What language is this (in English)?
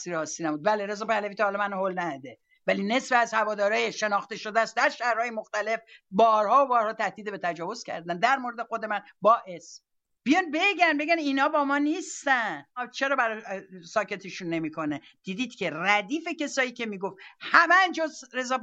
Persian